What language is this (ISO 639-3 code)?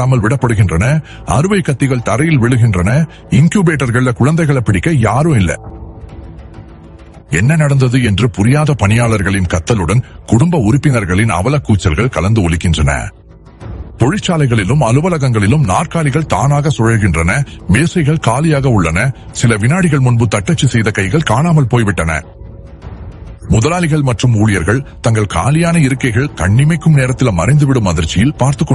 tam